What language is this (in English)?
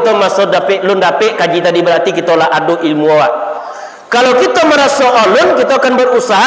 Minangkabau